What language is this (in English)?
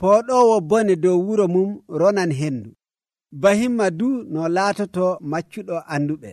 Nigerian Fulfulde